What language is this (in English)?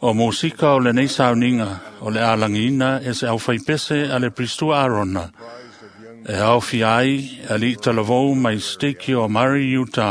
Samoan